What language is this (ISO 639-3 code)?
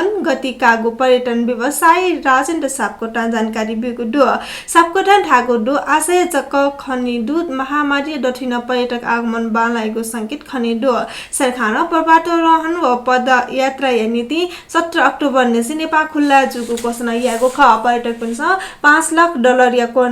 new